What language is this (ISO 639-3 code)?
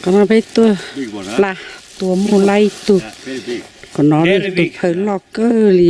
hmn